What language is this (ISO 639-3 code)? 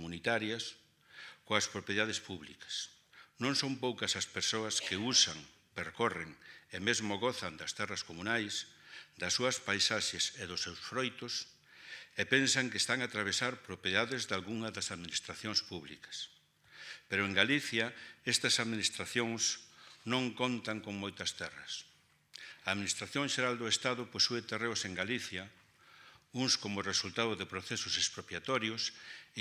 glg